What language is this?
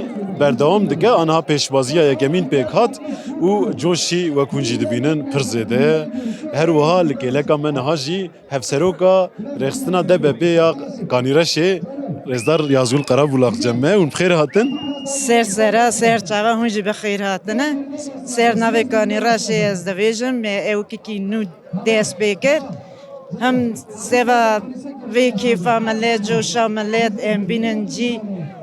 Kurdish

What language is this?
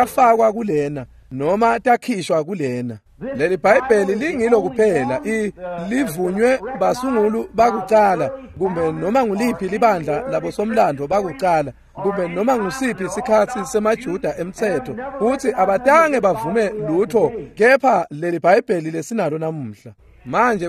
Swati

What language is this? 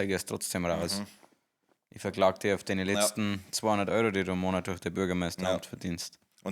Bavarian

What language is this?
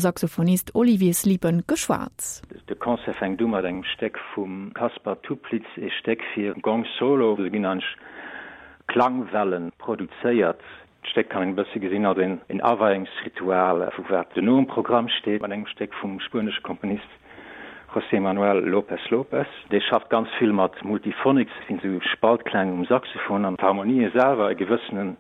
Luxembourgish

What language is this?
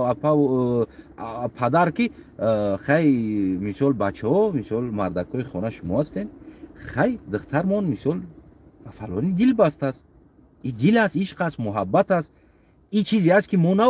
Tajik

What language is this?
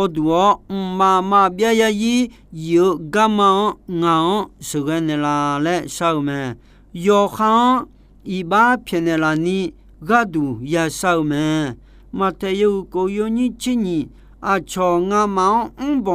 Akha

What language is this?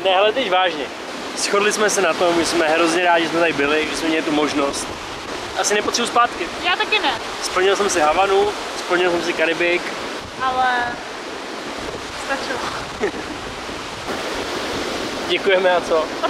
Czech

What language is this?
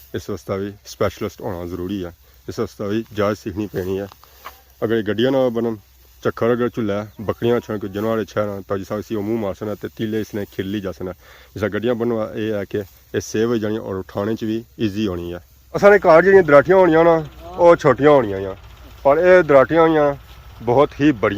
Pahari-Potwari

